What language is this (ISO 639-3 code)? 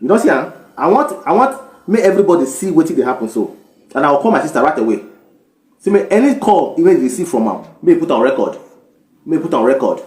pcm